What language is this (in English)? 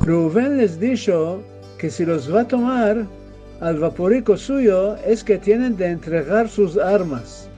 Ladino